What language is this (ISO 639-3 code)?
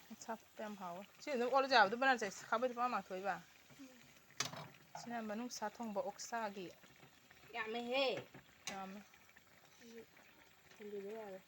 mni